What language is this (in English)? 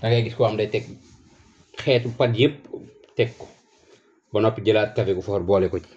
Wolof